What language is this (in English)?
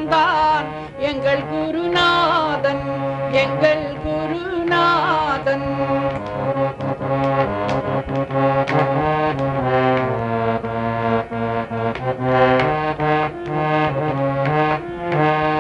Tamil